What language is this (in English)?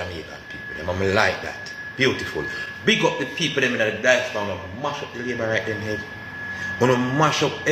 Jamaican Creole English